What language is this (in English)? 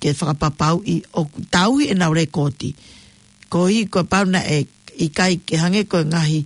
Tongan